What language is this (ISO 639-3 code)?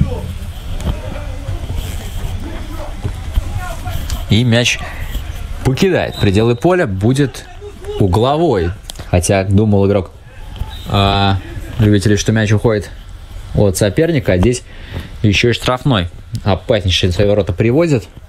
rus